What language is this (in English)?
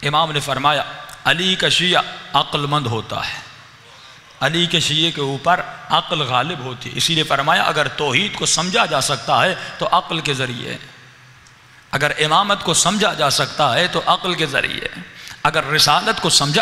Urdu